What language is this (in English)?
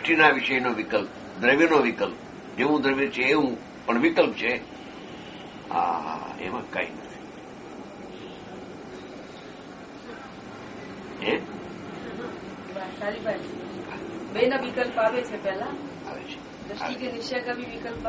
Gujarati